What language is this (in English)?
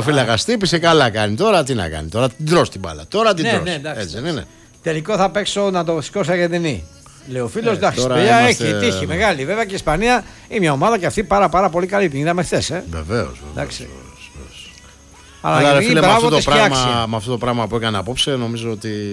Greek